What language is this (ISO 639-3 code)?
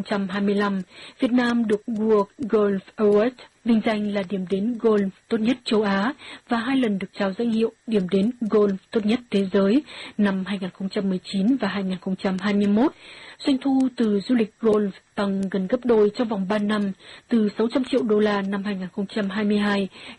vie